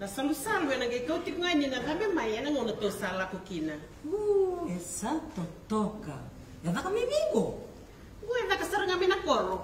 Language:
Fijian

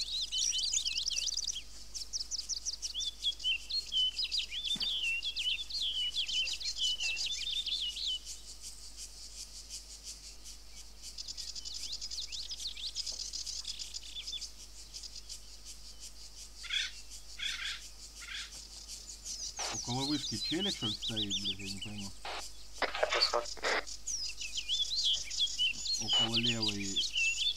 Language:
Russian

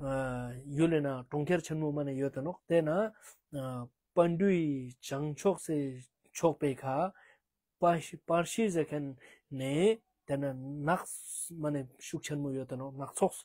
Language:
Ladakhi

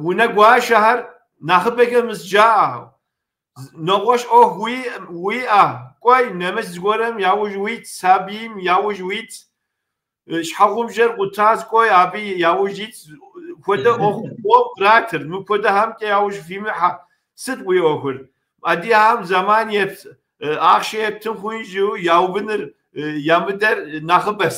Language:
Kabardian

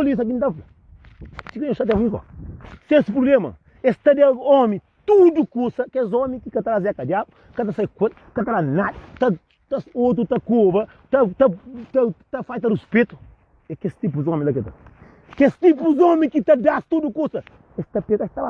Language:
Kabuverdianu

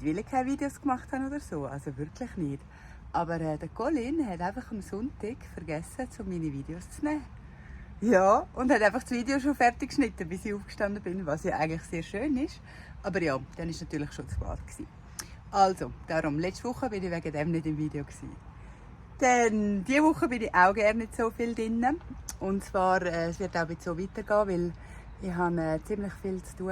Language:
Swiss German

